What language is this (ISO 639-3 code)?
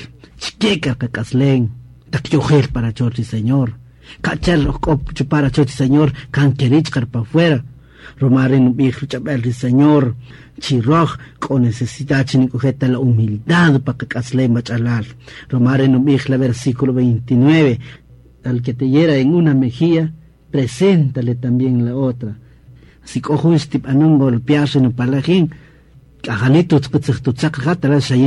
cak